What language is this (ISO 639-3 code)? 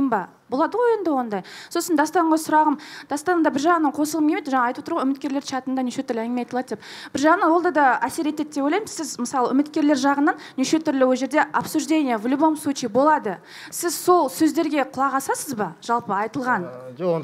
kaz